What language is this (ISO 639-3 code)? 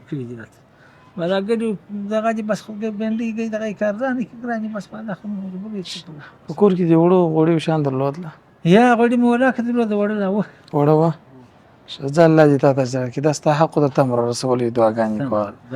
pus